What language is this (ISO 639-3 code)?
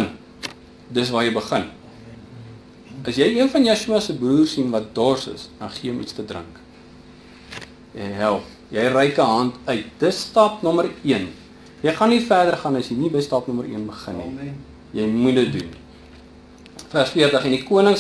afr